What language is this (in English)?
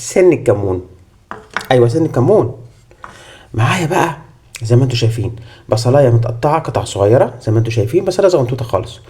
Egyptian Arabic